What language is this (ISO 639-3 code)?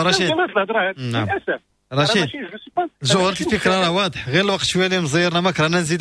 ary